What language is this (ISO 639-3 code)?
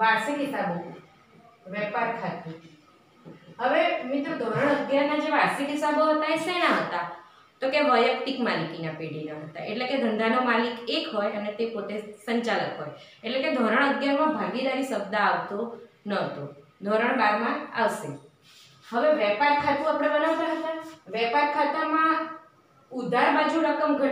guj